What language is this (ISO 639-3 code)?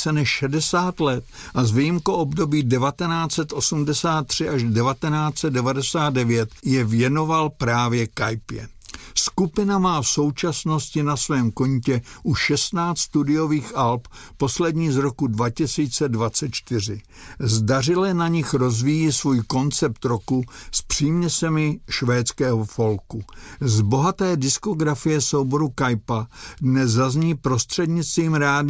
ces